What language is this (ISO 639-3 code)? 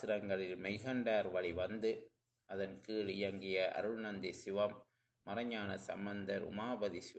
tam